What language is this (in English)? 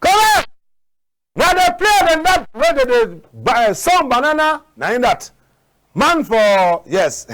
Cameroon Pidgin